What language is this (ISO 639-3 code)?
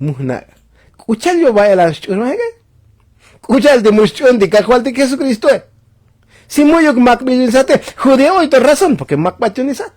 tzo